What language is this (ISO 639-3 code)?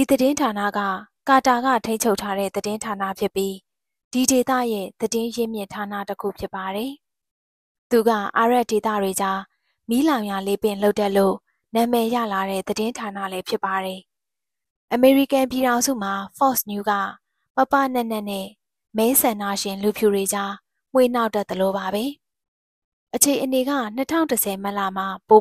mya